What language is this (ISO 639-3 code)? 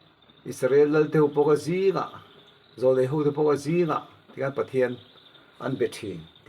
lus